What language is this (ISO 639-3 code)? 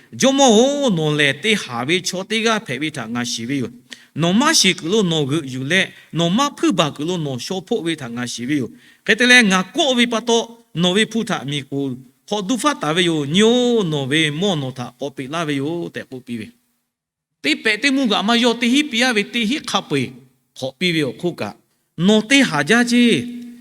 lhu